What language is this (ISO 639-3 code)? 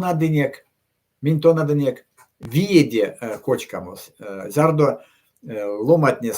myv